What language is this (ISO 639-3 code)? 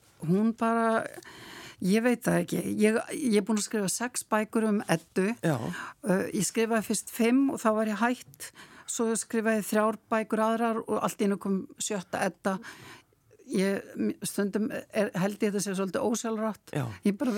isl